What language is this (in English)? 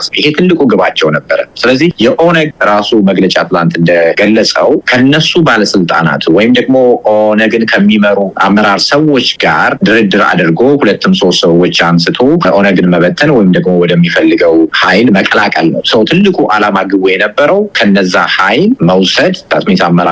Amharic